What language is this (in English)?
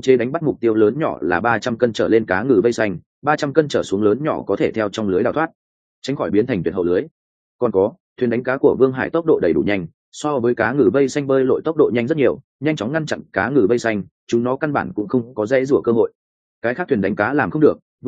Vietnamese